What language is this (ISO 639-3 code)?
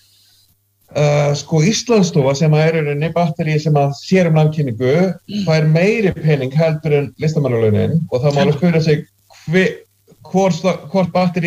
isl